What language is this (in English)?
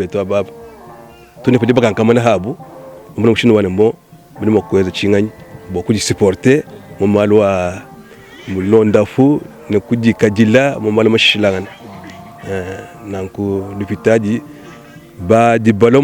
Luba-Lulua